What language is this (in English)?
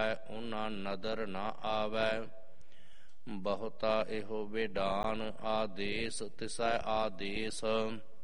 Punjabi